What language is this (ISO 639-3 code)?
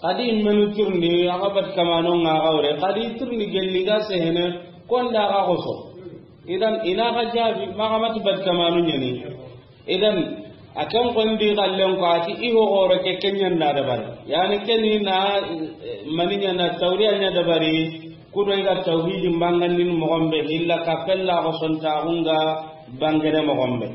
snk